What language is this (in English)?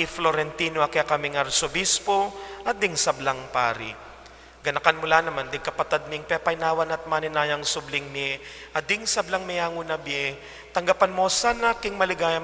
Pampanga